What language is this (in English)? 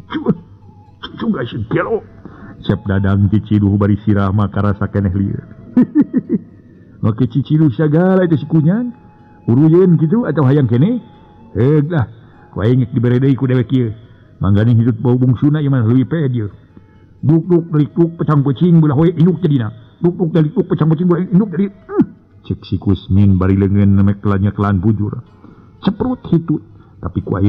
Sundanese